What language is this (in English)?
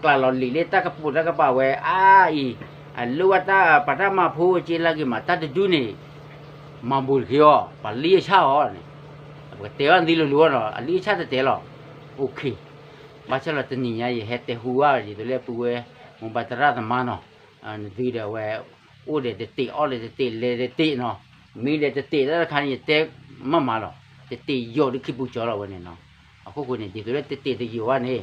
S'gaw Karen